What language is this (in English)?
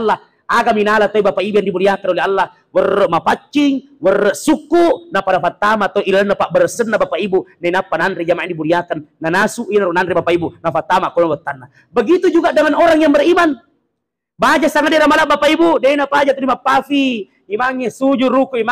Buginese